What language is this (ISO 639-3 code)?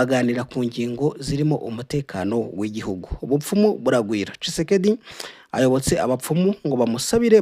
kin